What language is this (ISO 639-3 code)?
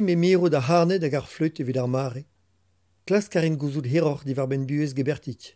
bre